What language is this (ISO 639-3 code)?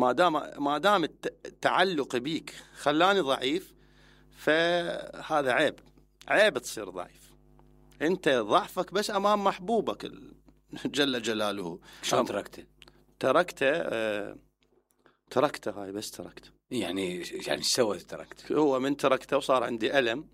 acm